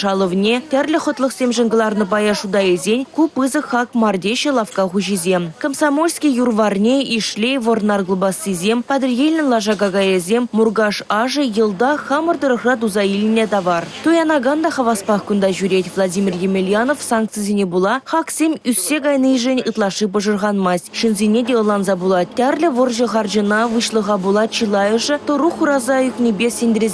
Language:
Chuvash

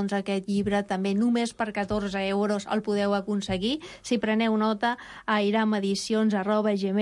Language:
Catalan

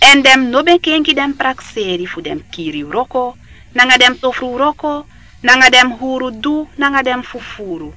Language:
Sranan Tongo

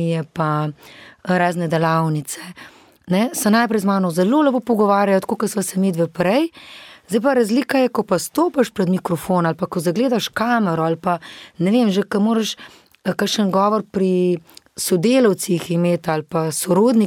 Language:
Slovenian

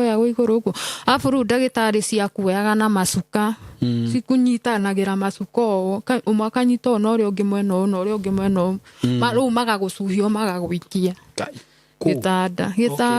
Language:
Kikuyu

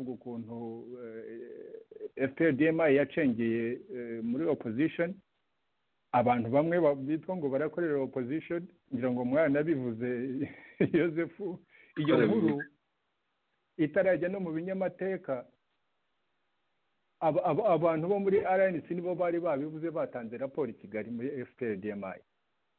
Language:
Kinyarwanda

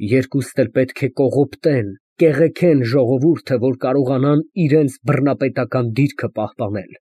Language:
Armenian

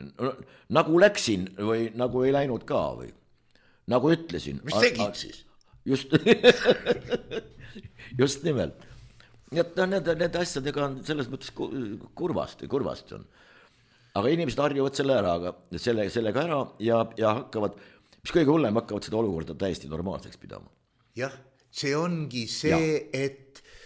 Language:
Estonian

